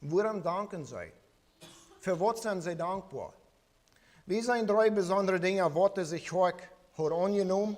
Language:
Plautdietsch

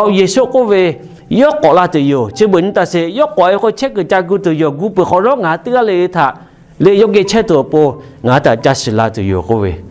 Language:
Lahu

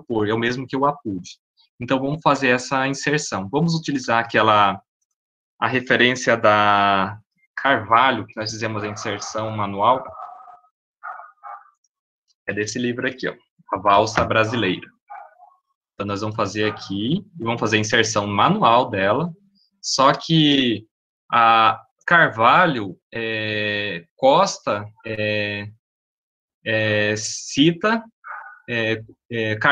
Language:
Portuguese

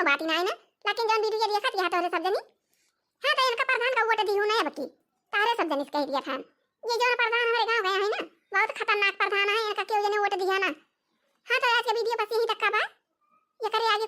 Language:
Awadhi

